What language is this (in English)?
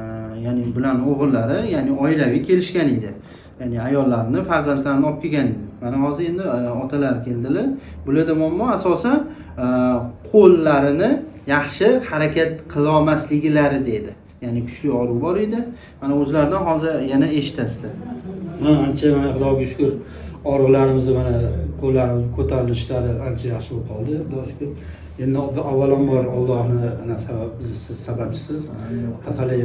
Uzbek